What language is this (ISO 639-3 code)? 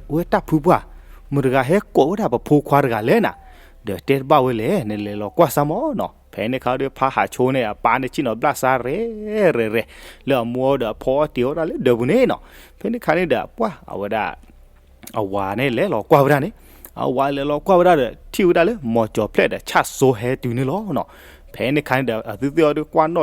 ksw